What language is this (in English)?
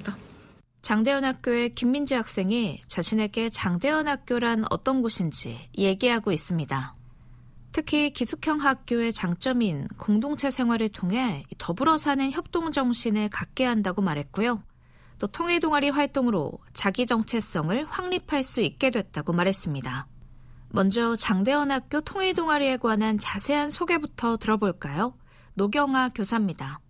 Korean